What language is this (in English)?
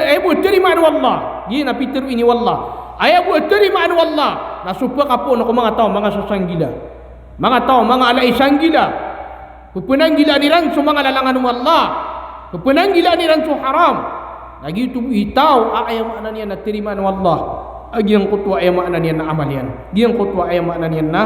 Maranao